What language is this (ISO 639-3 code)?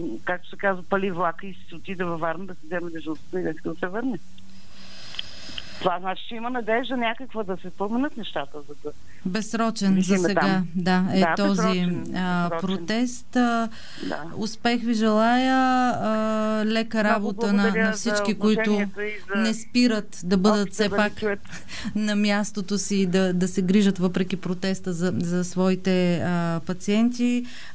bul